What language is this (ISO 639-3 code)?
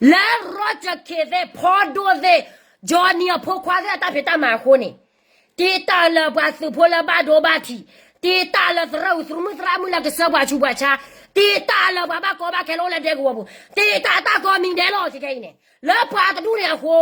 ksw